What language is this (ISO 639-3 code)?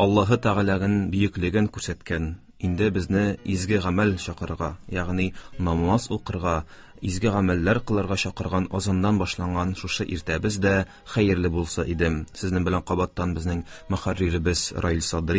tat